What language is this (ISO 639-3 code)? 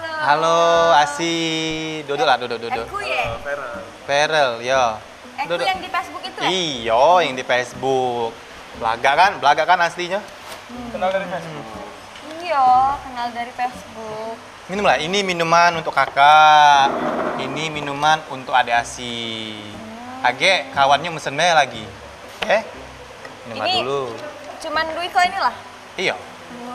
mui